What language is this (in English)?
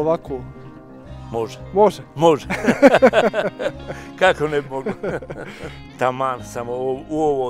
Bosnian